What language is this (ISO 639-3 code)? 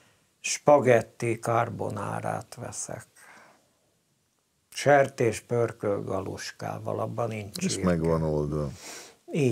hun